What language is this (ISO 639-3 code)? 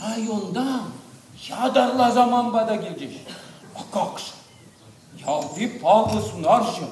chv